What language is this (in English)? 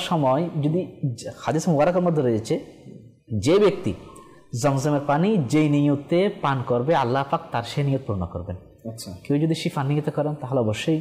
Bangla